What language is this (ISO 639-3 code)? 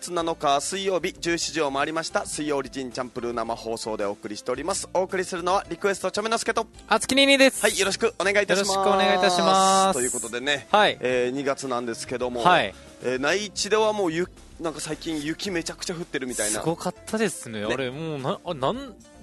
jpn